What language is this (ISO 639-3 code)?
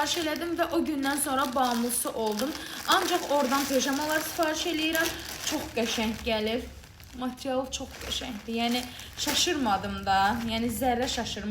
aze